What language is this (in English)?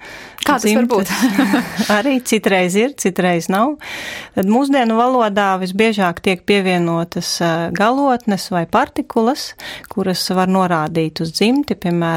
Latvian